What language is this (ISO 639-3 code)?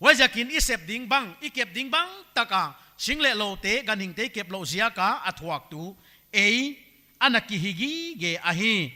pck